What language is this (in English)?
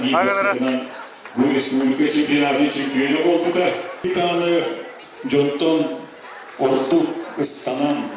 Yakut